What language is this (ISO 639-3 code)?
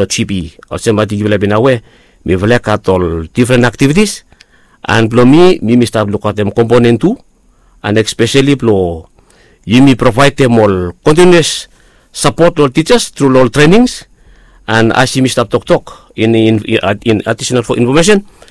bis